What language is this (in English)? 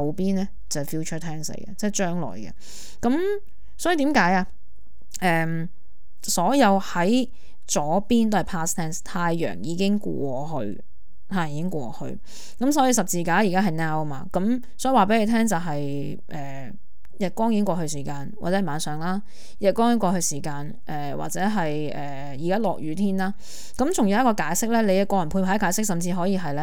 Cantonese